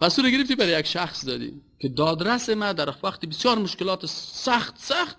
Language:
Persian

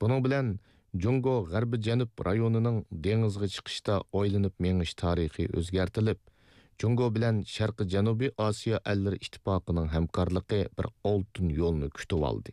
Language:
Uyghur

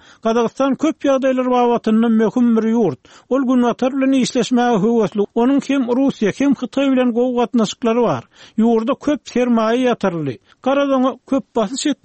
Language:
Turkmen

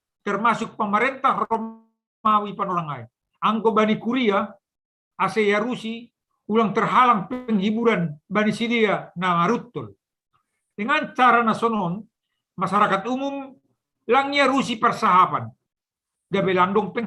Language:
Batak Simalungun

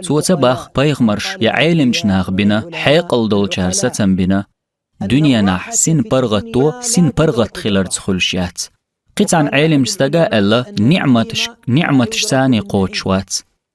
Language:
Chechen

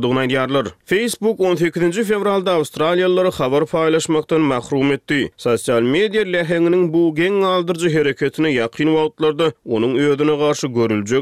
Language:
Turkmen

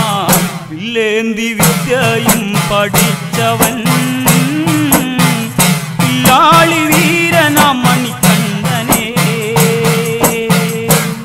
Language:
Malayalam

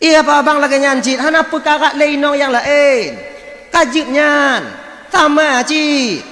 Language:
Achinese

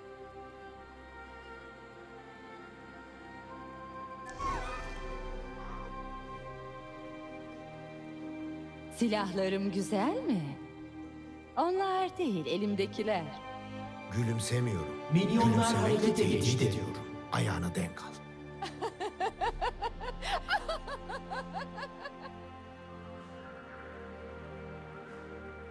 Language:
Turkish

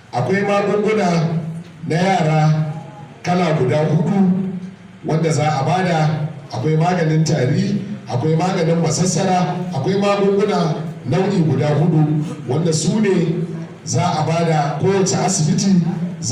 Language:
Hausa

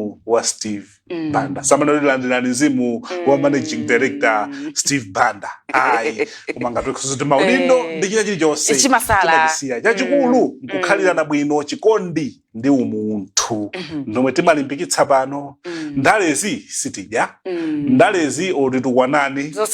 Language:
Nyanja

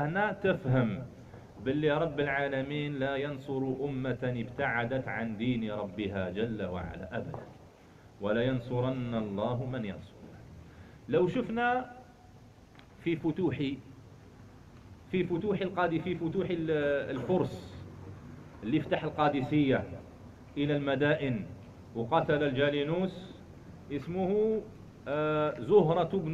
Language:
Algerian Arabic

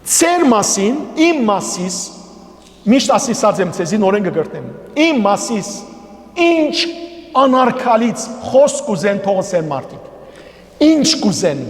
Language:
Western Armenian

